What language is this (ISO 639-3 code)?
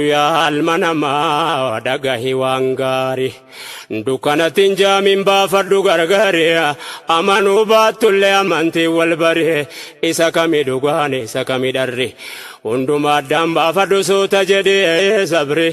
orm